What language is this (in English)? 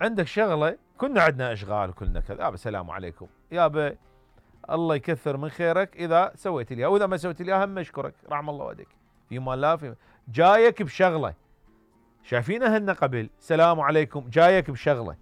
Mesopotamian Arabic